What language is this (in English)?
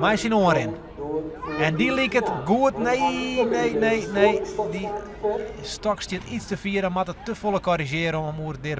Western Frisian